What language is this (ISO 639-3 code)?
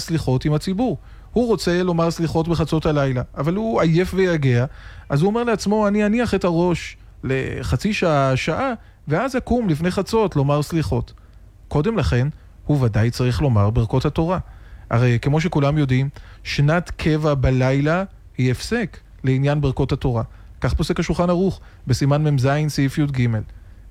heb